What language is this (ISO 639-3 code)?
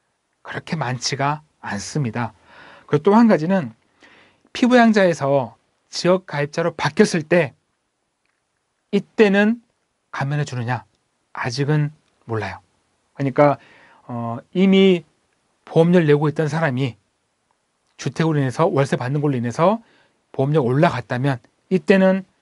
kor